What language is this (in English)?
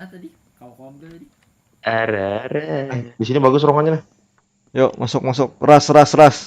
Banjar